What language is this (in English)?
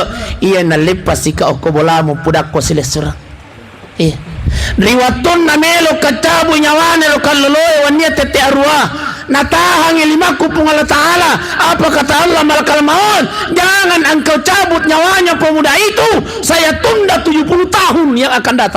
Buginese